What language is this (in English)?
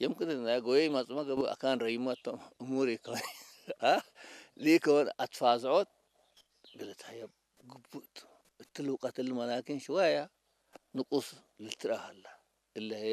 Tigrinya